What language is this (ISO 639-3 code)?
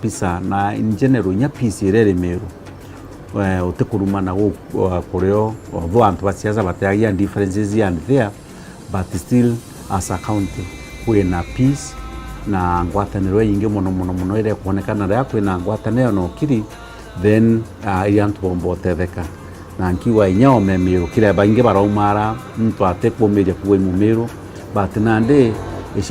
mer